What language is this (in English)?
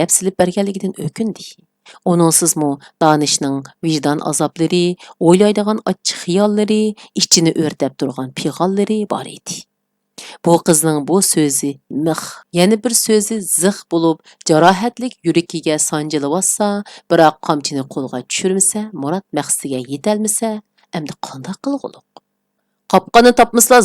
Uyghur